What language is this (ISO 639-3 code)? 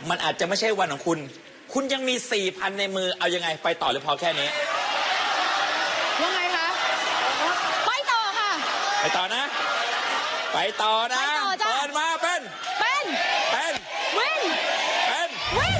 tha